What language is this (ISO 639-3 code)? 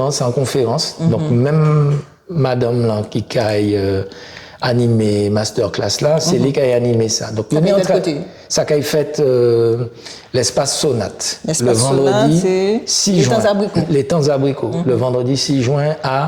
gcf